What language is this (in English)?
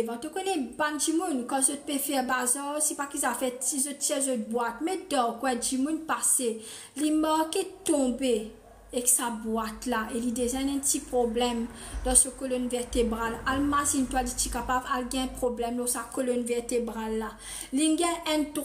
Morisyen